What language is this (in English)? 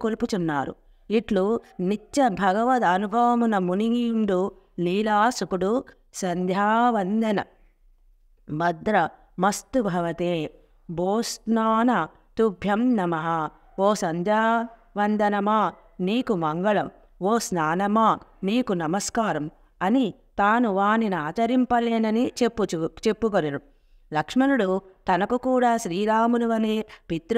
Telugu